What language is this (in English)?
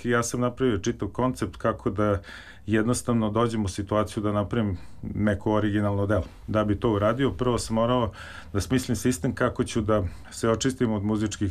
Serbian